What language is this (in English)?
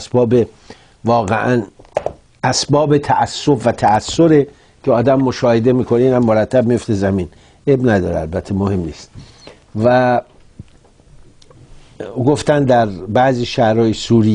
Persian